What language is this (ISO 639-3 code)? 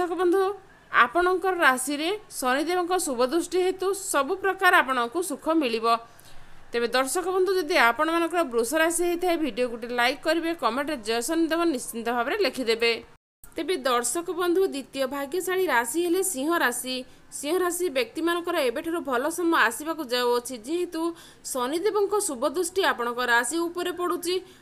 ori